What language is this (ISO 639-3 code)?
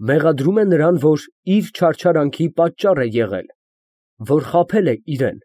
hye